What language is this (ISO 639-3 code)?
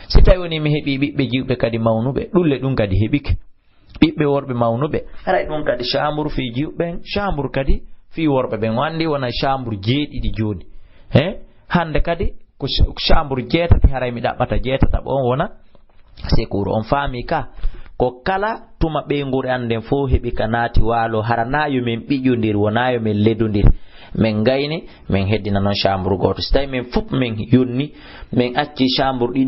ful